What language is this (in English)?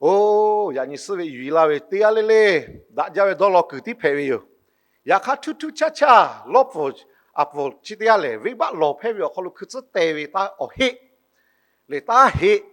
Lahu